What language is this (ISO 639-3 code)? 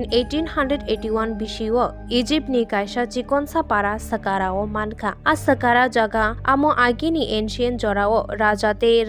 trp